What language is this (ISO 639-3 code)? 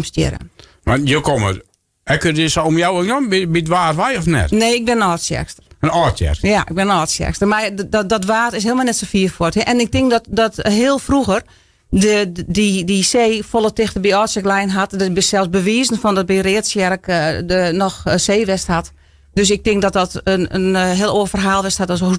fry